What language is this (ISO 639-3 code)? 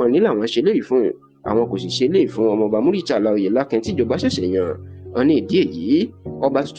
yor